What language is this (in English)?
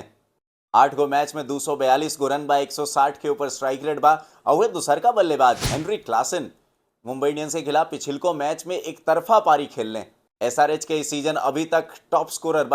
Bhojpuri